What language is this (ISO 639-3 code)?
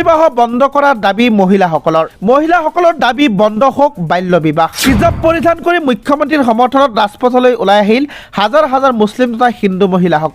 asm